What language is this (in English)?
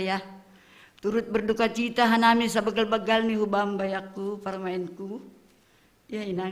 Batak Simalungun